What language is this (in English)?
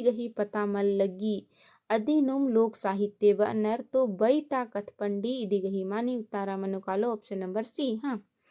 Kurukh